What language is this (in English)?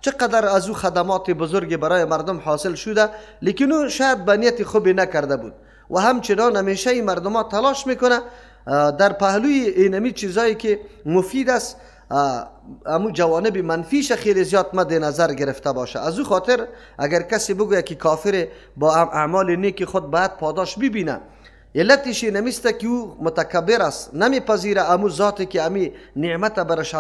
Persian